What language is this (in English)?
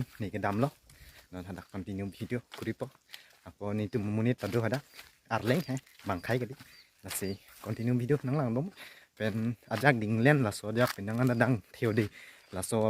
Karbi